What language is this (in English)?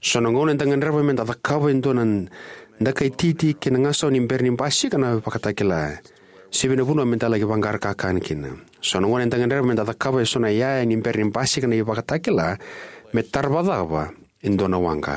Fijian